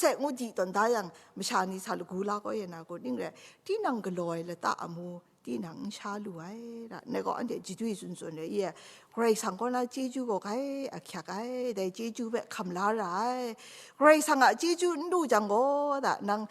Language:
Kachin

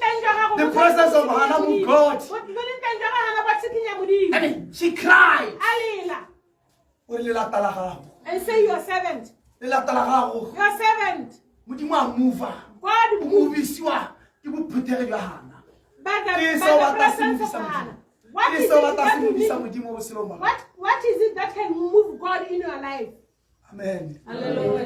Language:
Tswana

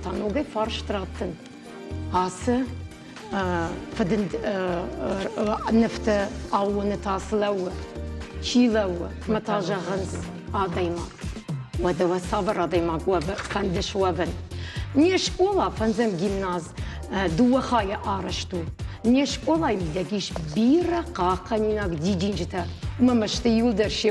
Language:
Ossetic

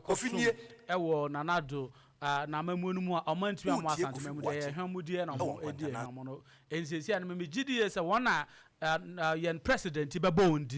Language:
Akan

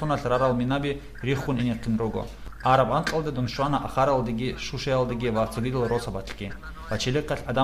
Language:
Avaric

